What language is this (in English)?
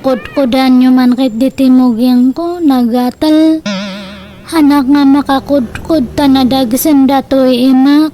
Iloko